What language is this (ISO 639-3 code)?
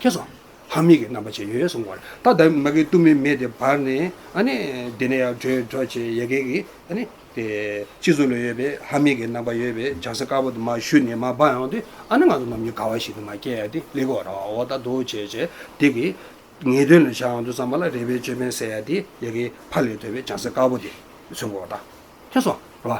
bod